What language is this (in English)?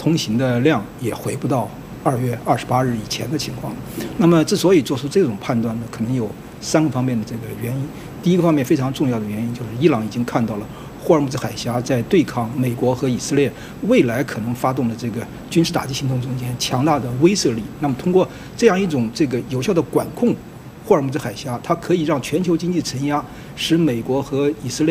Chinese